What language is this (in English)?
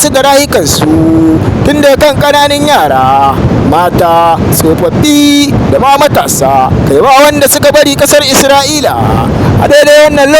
Hausa